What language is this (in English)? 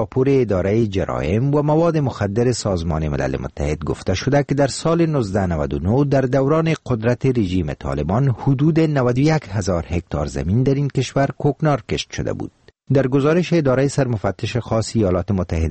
Persian